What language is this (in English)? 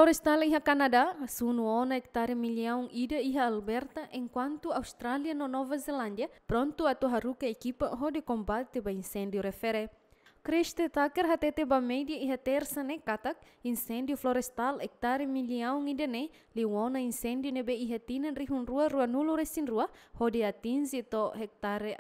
Tetum